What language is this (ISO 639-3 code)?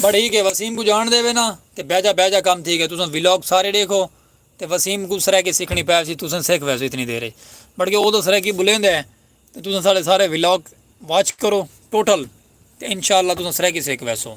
skr